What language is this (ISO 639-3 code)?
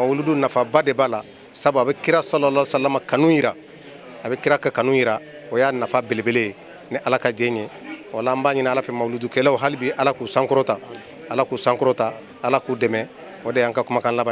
bam